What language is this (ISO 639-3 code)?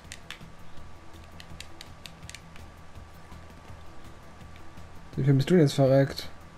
deu